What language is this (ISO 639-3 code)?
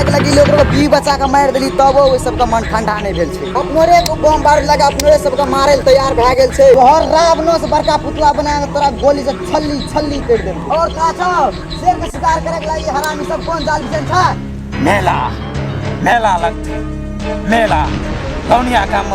mai